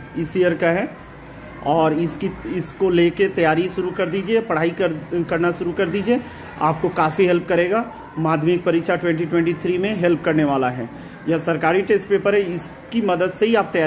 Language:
Hindi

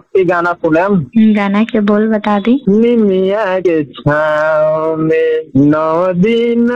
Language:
Bhojpuri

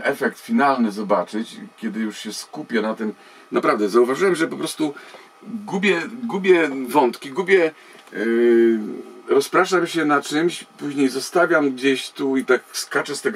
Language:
Polish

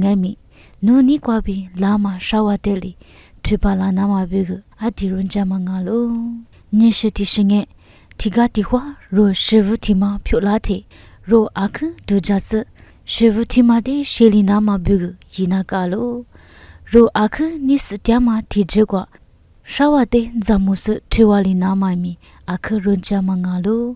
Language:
Lisu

